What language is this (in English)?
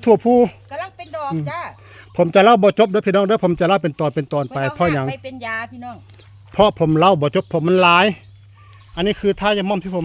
Northeastern Thai